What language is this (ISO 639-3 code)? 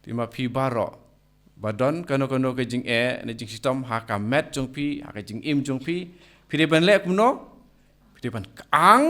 kha